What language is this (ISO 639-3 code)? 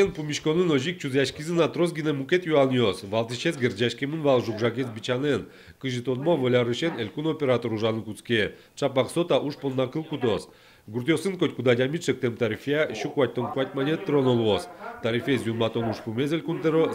udm